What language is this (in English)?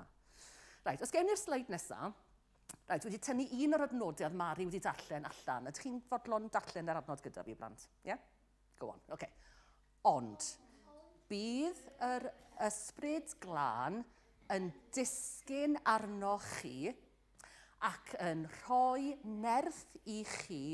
Welsh